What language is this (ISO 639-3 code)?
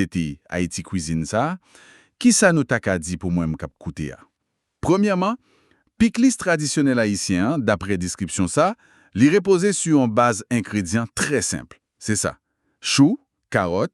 hat